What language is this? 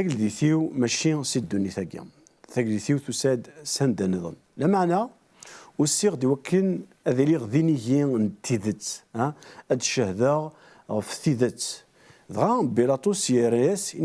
Kabyle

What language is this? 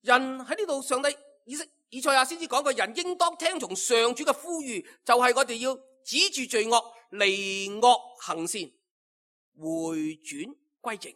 Cantonese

